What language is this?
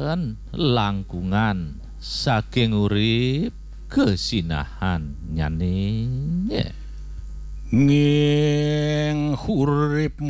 Balinese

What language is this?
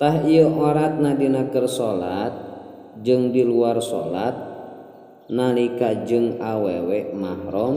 Sundanese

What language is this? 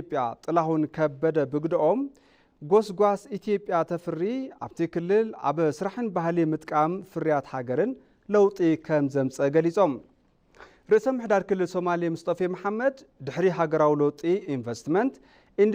Tigrinya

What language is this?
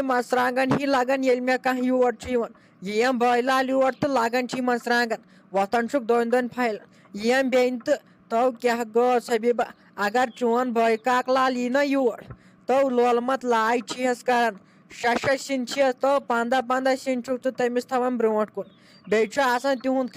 Kashmiri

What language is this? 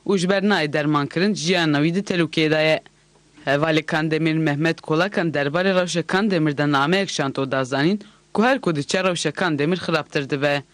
Kurdish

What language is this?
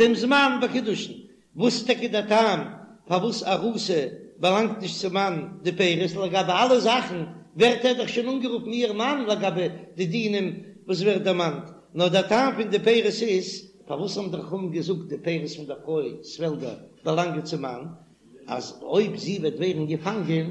Yiddish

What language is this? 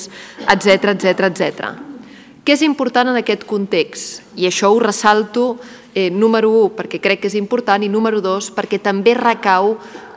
Catalan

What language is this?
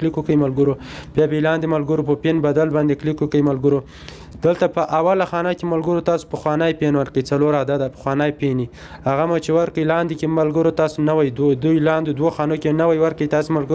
Pashto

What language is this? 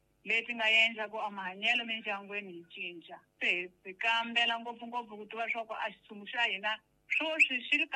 Tsonga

